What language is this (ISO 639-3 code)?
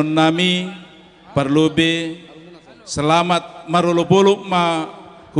bts